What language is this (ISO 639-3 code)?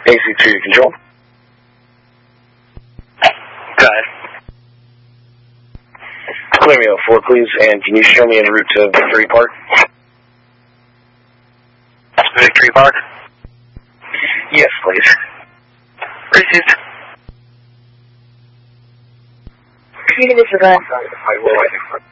eng